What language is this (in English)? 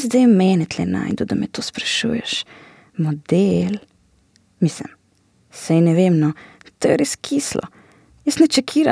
Slovenian